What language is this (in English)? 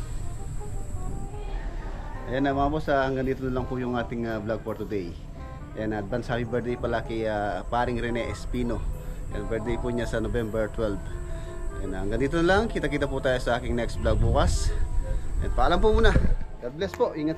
Filipino